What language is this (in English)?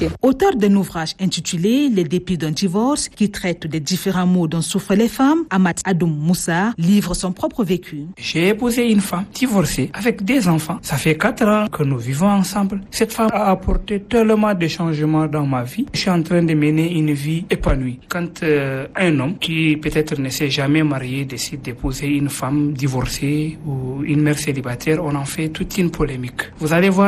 French